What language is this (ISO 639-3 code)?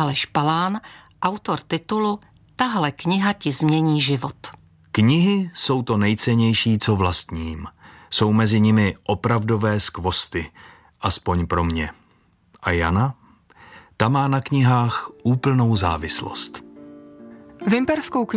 ces